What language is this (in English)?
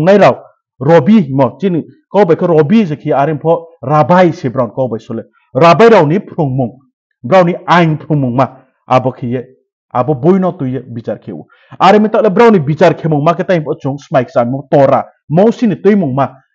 Riang (India)